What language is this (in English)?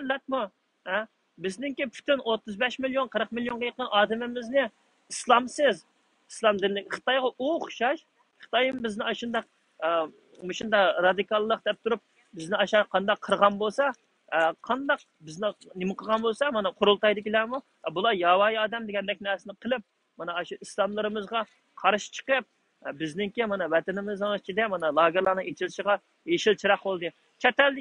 Uyghur